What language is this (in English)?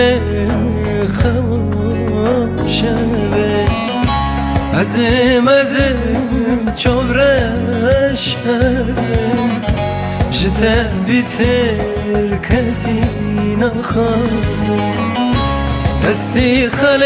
Persian